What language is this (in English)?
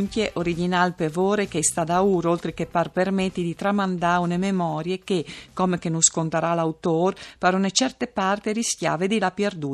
Friulian